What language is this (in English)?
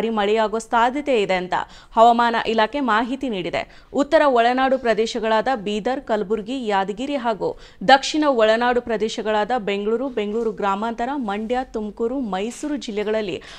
Kannada